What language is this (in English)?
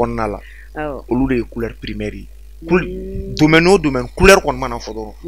Bambara